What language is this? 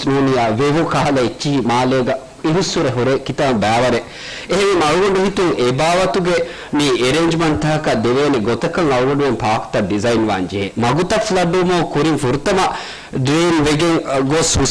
Divehi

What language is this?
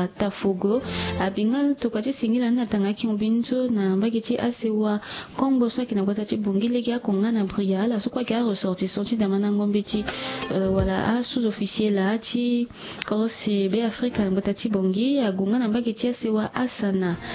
Sango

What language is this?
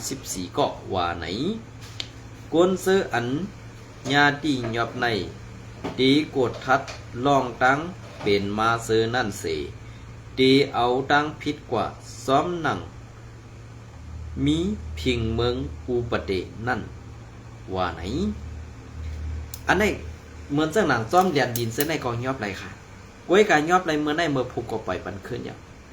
Shan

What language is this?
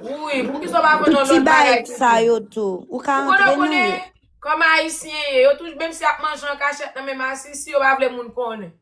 Haitian Creole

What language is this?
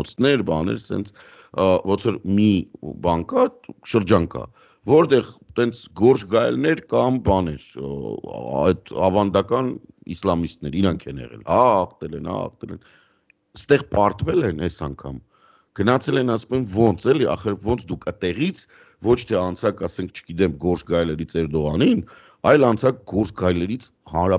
Armenian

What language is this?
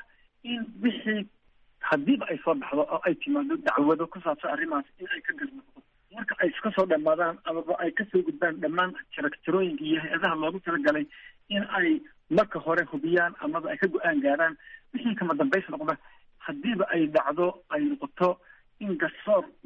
Somali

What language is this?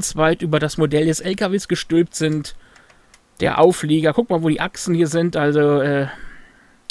German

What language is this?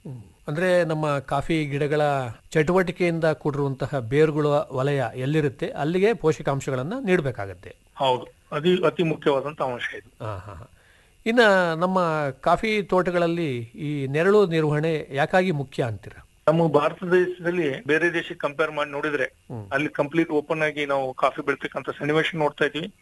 Kannada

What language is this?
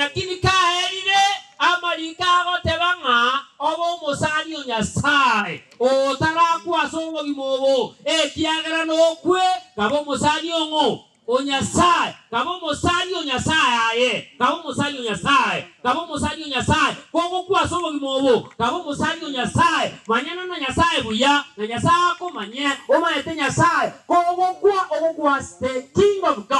Gusii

